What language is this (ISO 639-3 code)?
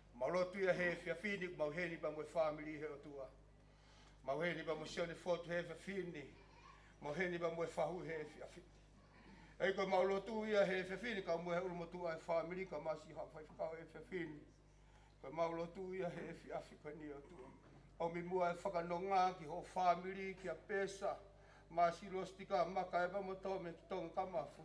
ton